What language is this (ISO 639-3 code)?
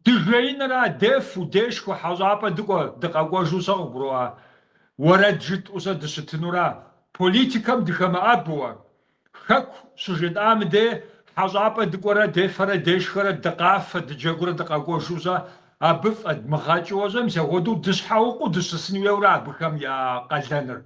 kbd